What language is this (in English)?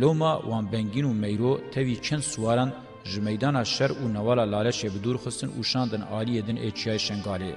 Kurdish